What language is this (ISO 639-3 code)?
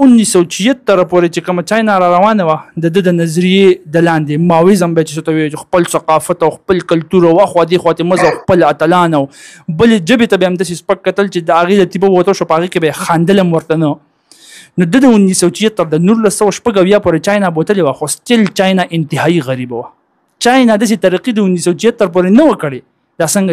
pus